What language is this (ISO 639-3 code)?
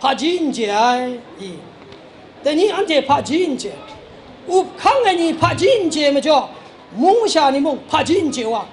kac